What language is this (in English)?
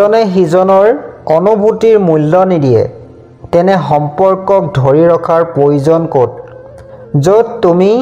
Assamese